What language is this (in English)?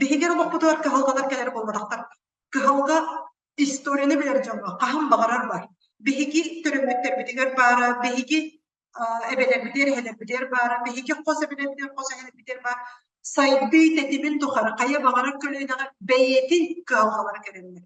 Yakut